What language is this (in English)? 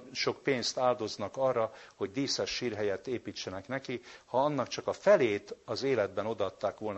Hungarian